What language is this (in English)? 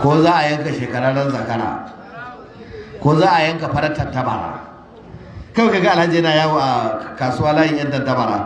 Hausa